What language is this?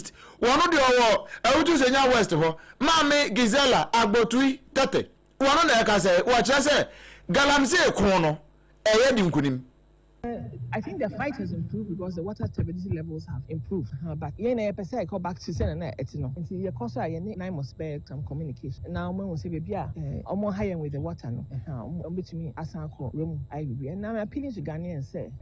Akan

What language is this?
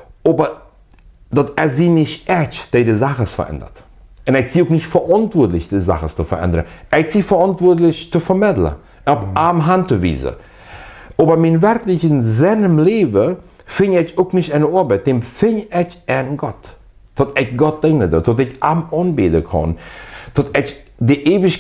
Plautdietsch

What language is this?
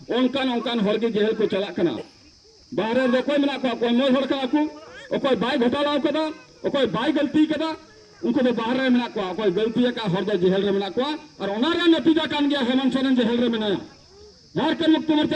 Santali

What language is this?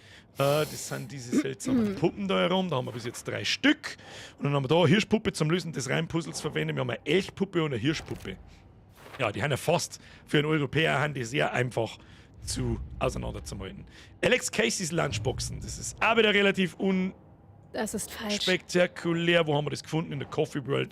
Bavarian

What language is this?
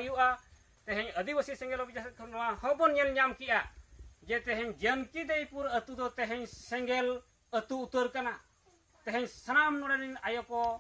Santali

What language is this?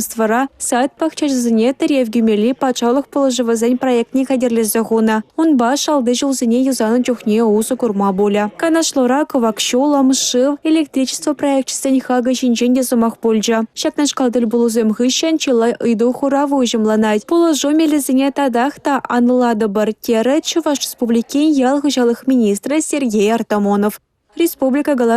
Chuvash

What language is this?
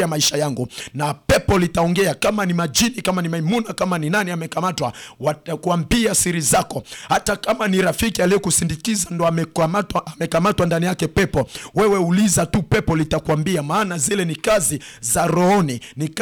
Swahili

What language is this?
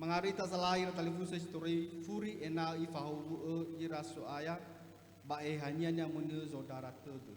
Nias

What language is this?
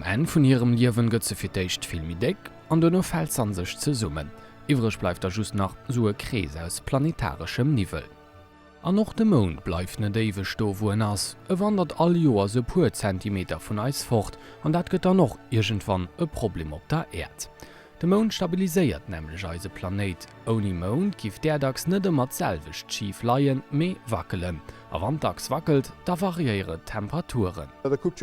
Luxembourgish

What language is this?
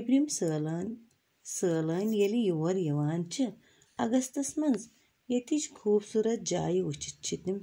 Kashmiri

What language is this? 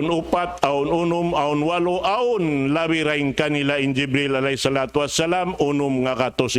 Tausug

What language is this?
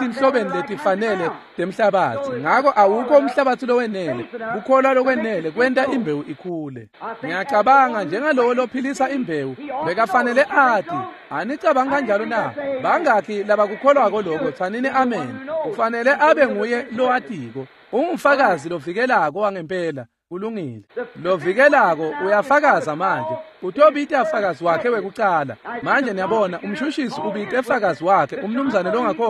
Swati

